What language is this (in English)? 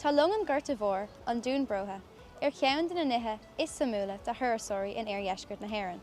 Irish